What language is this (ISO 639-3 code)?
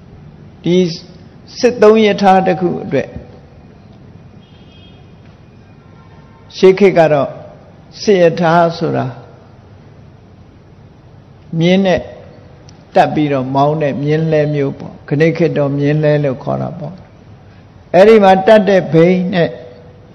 mya